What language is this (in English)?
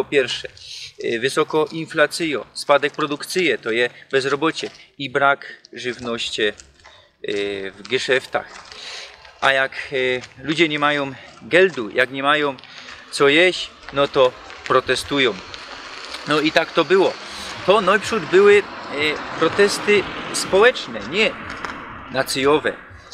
Silesian